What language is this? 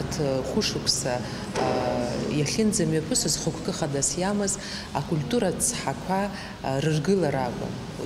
Abkhazian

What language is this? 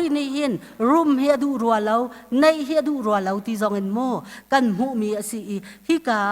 Hakha Chin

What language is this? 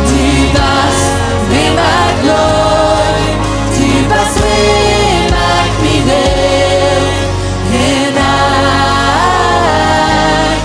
Plautdietsch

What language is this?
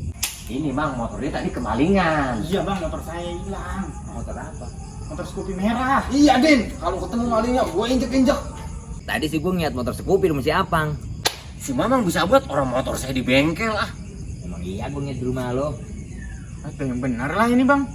Betawi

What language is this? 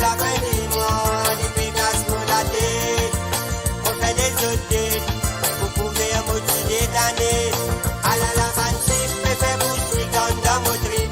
Morisyen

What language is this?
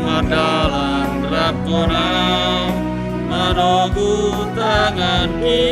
Batak Simalungun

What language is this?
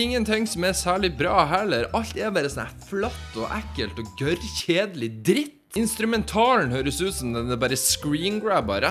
Norwegian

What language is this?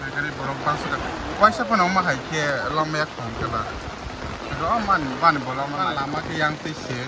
Kok Borok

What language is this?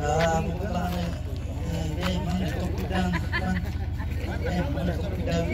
Yakut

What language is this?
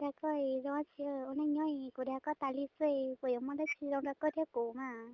Hmong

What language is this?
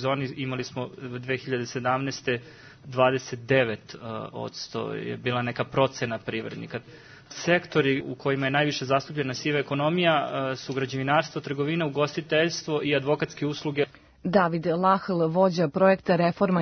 Serbian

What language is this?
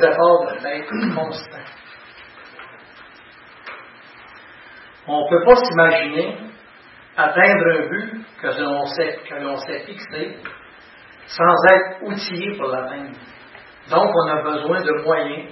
French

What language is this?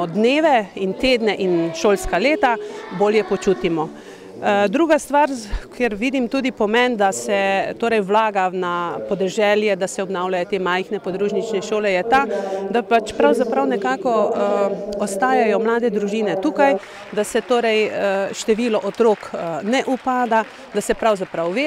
Slovenian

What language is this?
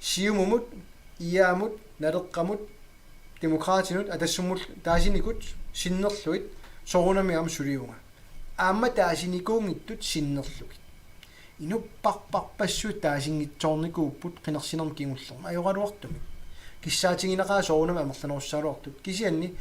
Kalaallisut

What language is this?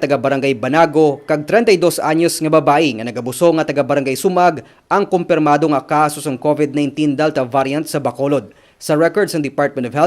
Hiligaynon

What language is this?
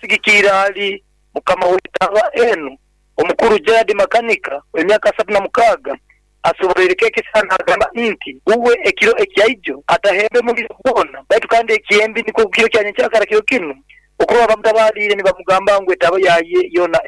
Nyoro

